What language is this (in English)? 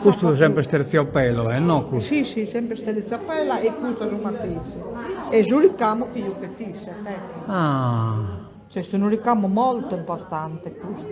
Sardinian